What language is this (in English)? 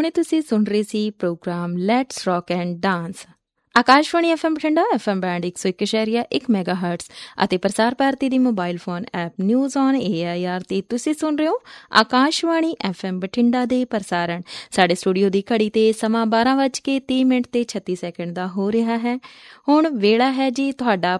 Punjabi